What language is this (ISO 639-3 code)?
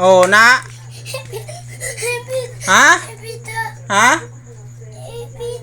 ceb